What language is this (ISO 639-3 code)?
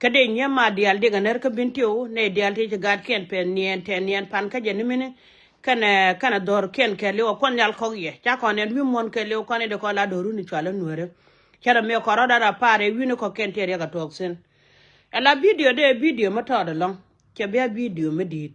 nus